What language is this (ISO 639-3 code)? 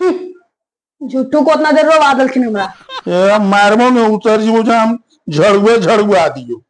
mag